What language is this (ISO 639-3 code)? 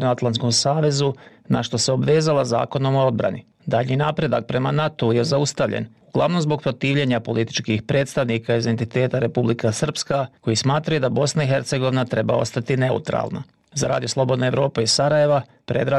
bos